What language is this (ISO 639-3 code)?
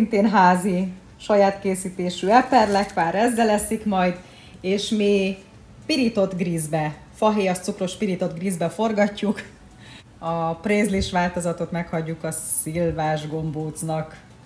hun